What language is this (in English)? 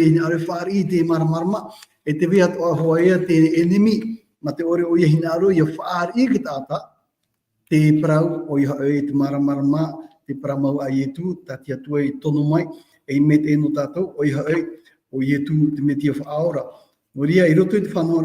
Tahitian